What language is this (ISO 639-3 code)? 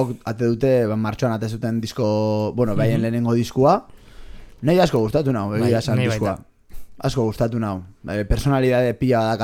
eus